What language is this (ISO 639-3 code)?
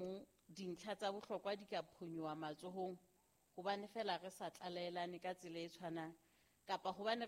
sot